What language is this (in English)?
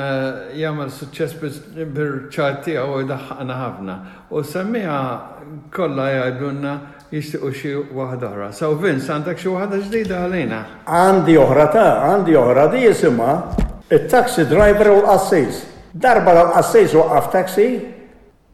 Maltese